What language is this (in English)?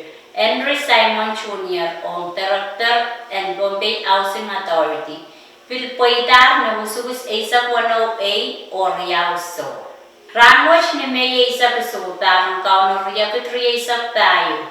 Pohnpeian